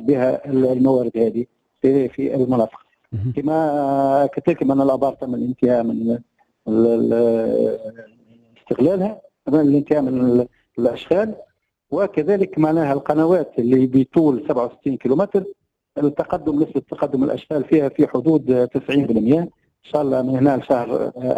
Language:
Tunisian Arabic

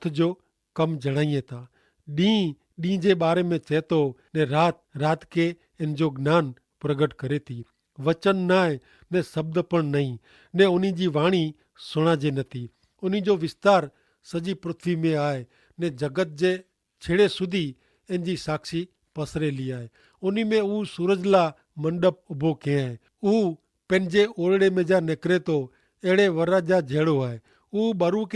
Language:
Kachhi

